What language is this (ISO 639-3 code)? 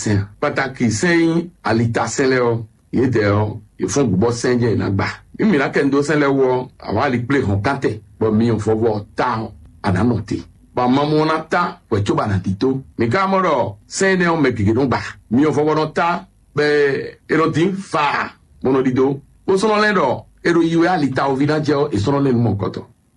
fon